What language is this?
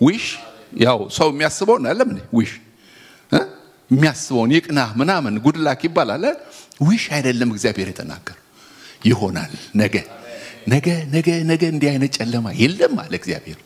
Amharic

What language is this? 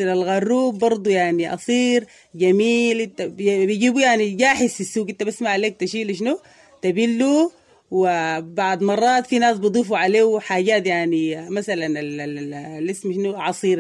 Sudanese Arabic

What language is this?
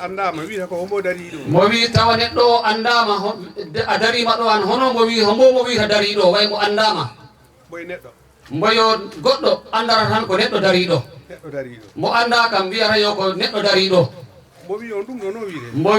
Fula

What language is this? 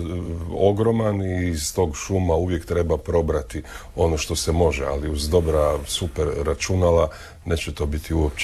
Croatian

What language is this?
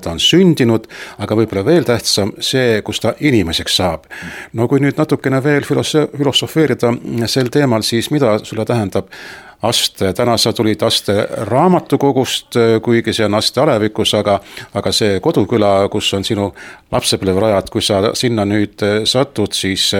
Estonian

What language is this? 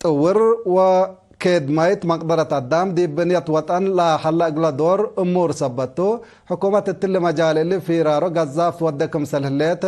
Tigre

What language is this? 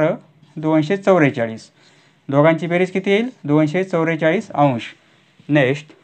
Marathi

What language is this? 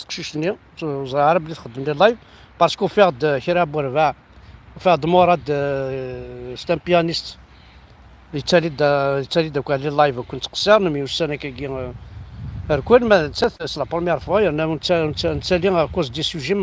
Kabyle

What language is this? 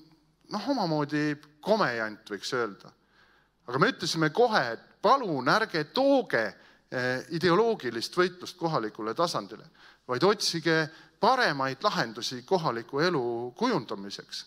Estonian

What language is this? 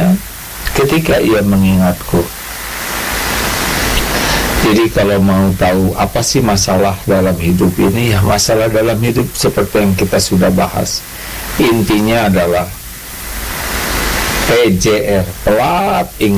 Indonesian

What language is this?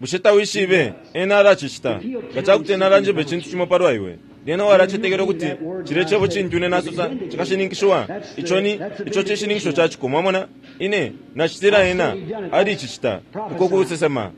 Bemba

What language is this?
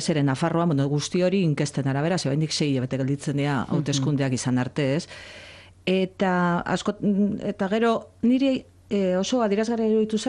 Basque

